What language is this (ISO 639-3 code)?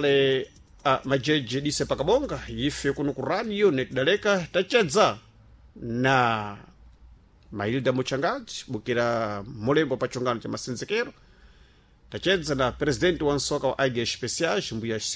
seh